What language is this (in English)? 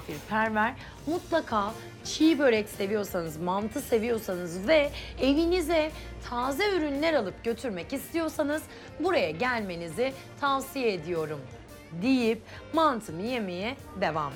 Turkish